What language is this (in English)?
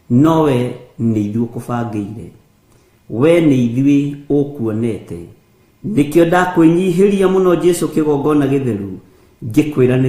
Kikuyu